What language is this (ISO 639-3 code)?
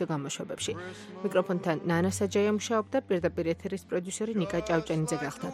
kat